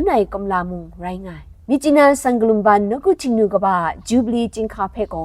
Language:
Kachin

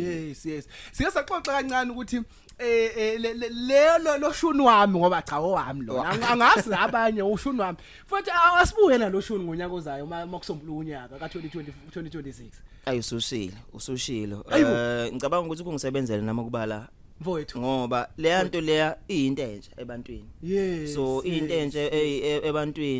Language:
Zulu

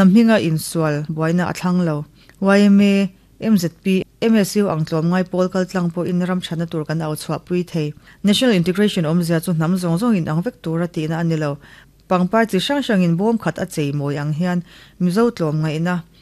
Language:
Mizo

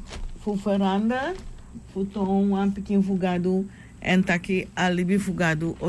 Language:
Sranan Tongo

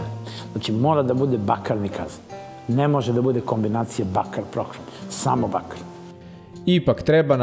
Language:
Serbian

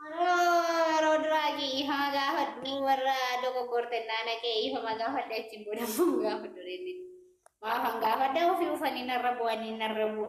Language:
Oromo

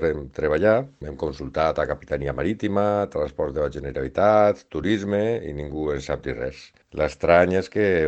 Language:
Catalan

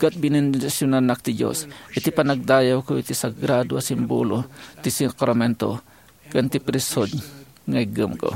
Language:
Iloko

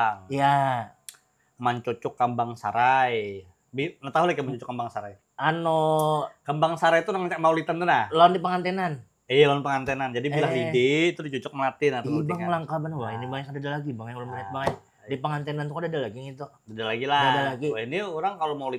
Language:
Banjar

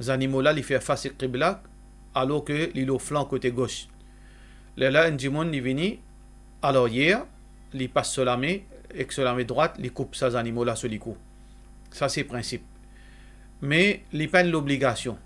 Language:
Morisyen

